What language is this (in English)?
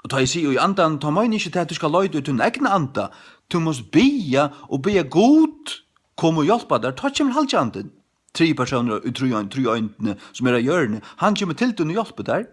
Faroese